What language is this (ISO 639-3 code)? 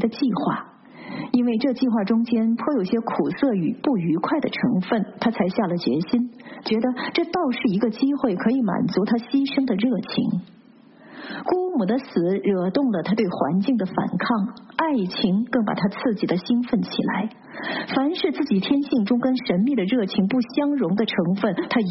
zho